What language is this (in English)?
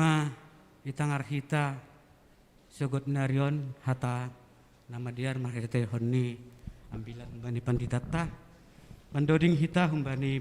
Batak Simalungun